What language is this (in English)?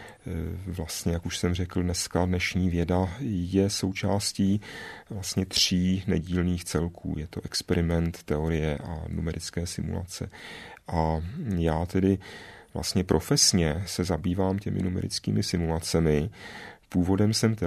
Czech